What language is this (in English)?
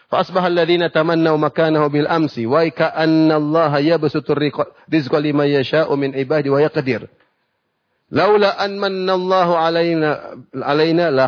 Indonesian